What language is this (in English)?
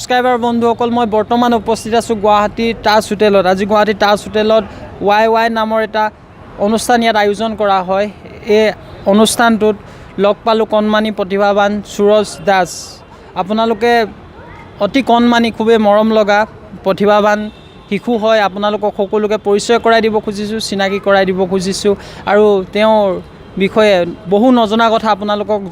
Assamese